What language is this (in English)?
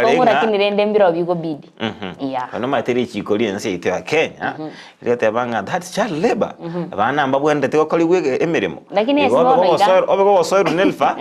Gusii